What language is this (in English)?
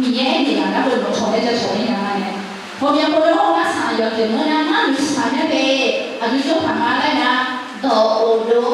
Akha